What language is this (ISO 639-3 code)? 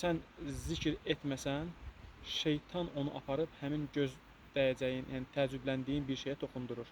aze